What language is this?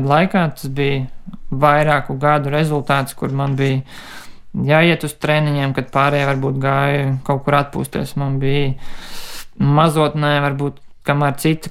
Latvian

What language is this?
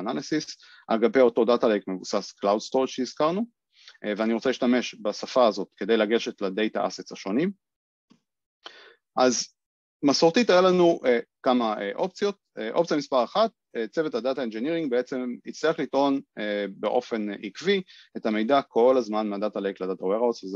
Hebrew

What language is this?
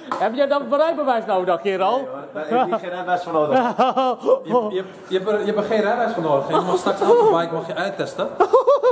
Dutch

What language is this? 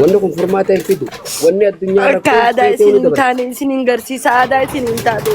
Oromo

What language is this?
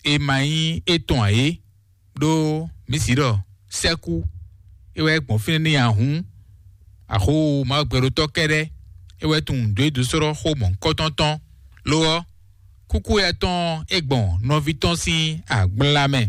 Fon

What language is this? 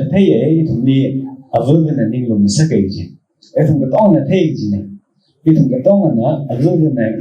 Tangkhul Naga (India)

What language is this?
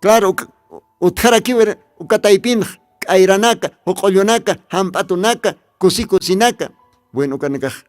Aymara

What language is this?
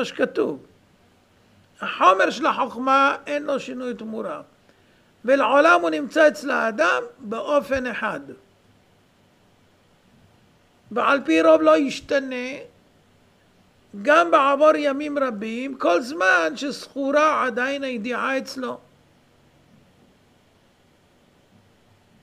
Hebrew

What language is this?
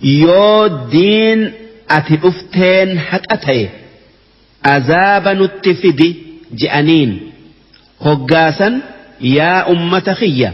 Oromo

